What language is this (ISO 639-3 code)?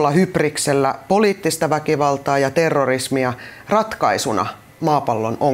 fin